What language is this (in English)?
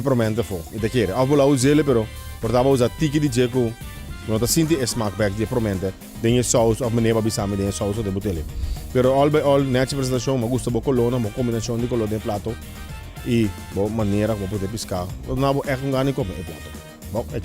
Papiamento